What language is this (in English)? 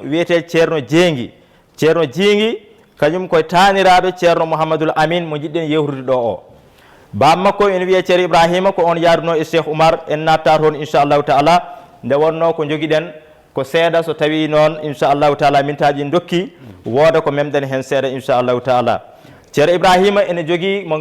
Fula